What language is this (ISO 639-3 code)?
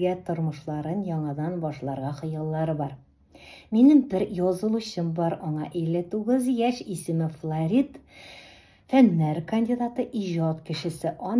tat